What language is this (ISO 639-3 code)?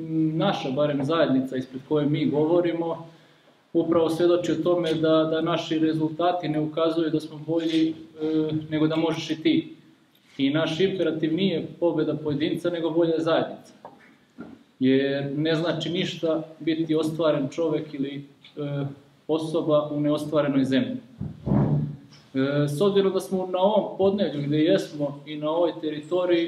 srp